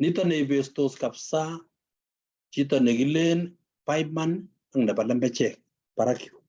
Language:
Kalenjin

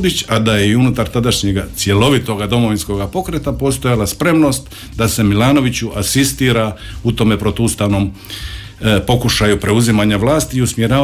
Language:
Croatian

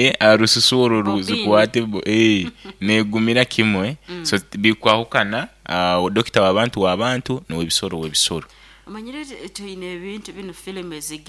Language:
Nyoro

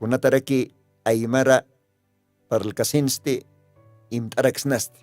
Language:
Aymara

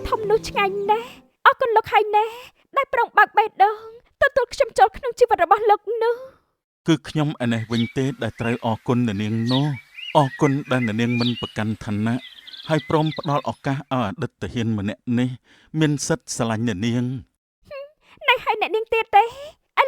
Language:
Khmer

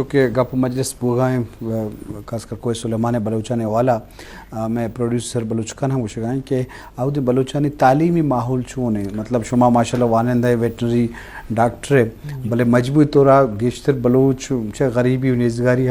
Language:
Eastern Balochi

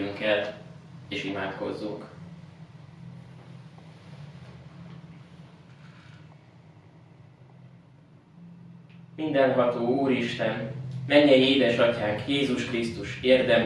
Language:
Hungarian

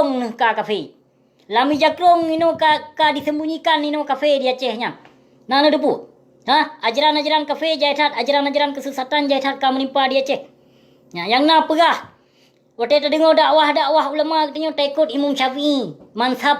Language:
Achinese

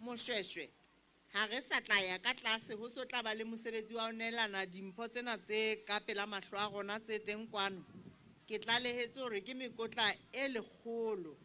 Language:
Southern Sotho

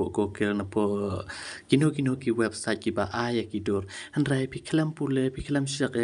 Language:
Khasi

